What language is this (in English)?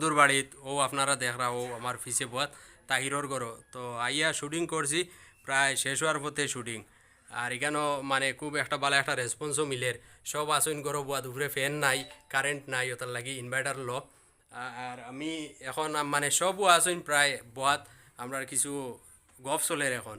Sylheti